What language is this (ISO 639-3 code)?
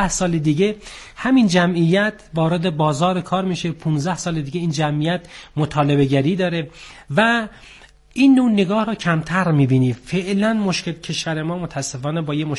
fas